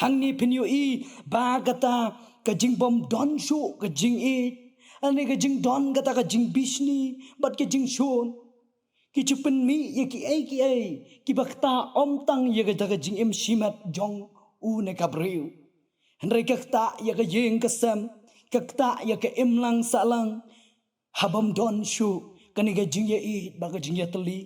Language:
Khasi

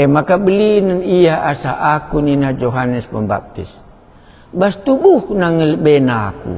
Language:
Batak Karo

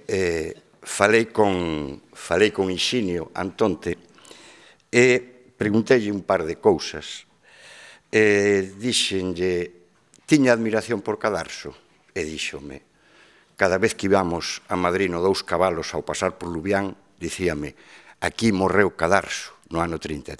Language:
Galician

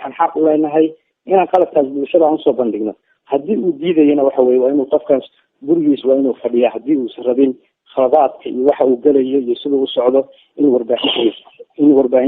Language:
Somali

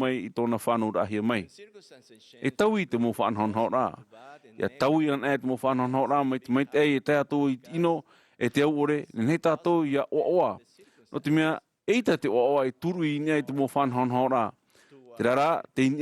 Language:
Tahitian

